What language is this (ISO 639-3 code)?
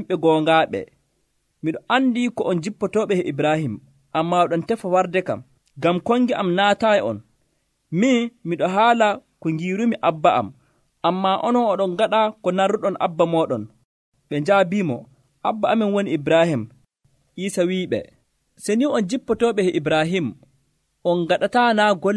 fuv